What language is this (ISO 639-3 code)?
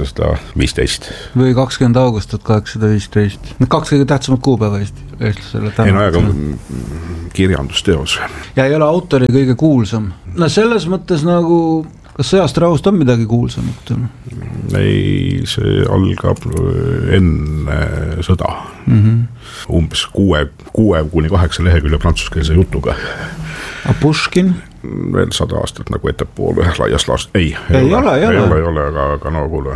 est